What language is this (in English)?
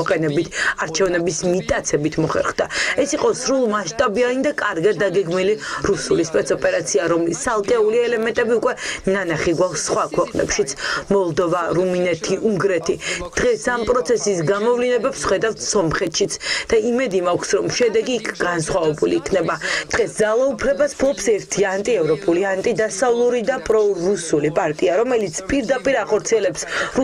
Georgian